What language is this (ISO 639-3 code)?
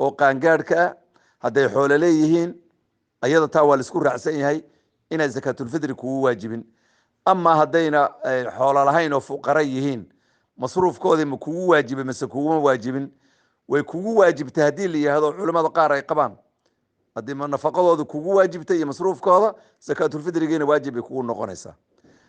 som